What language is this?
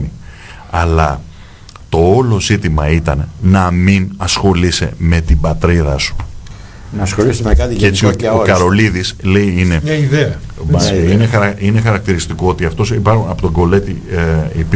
Greek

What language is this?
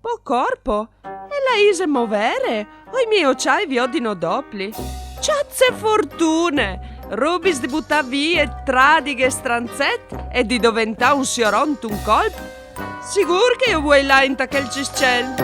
Friulian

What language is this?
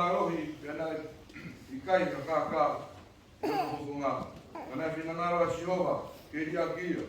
Tongan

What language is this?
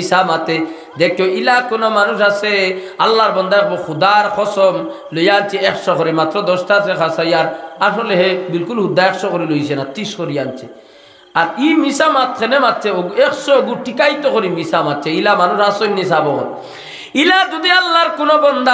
Sylheti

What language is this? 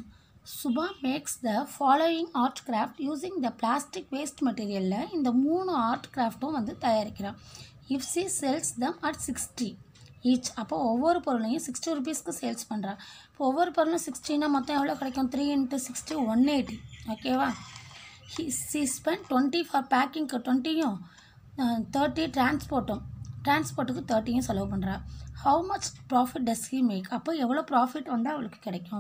Tamil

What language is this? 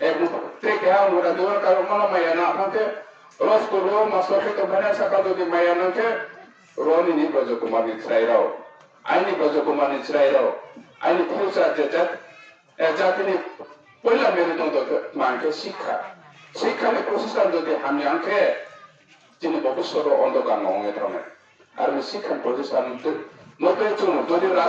Riang (India)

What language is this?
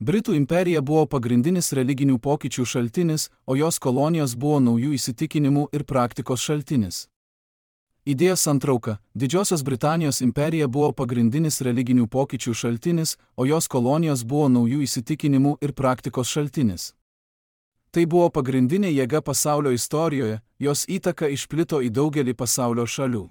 Lithuanian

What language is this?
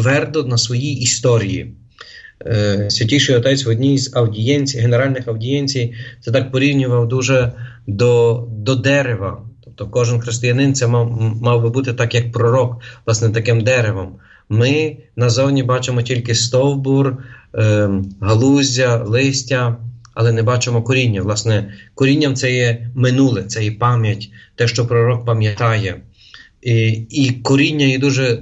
Ukrainian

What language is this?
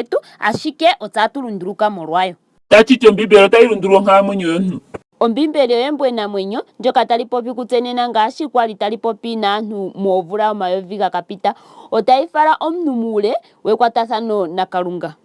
Ndonga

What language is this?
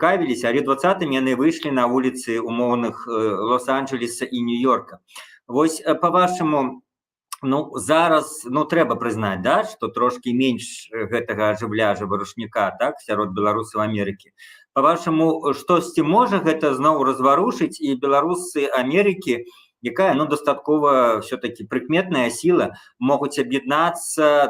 Belarusian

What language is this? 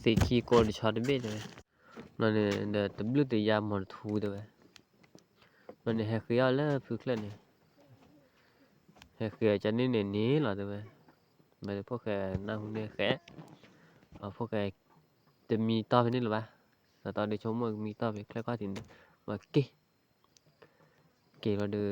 S'gaw Karen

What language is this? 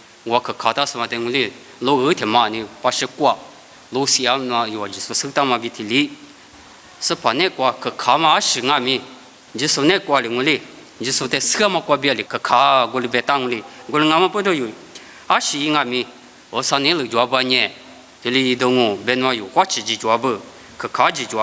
Lisu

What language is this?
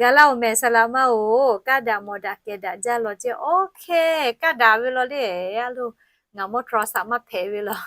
Lahu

